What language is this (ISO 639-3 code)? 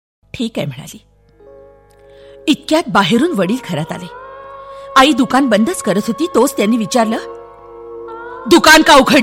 mar